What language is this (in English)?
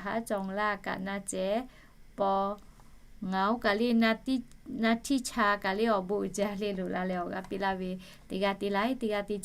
Lahu